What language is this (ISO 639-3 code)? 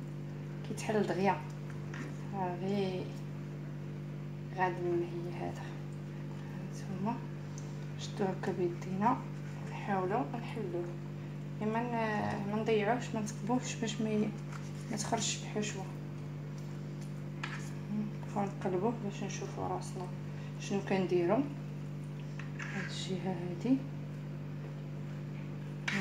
ary